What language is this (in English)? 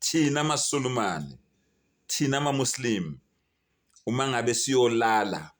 Zulu